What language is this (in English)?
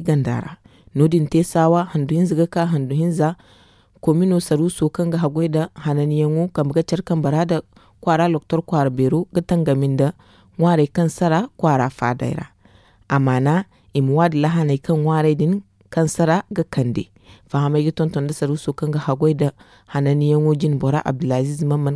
Zarma